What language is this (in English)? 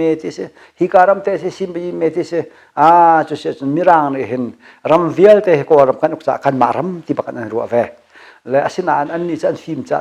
Hakha Chin